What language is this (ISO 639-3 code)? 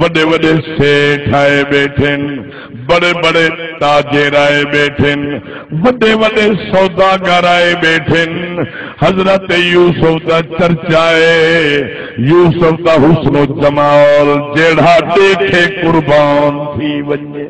skr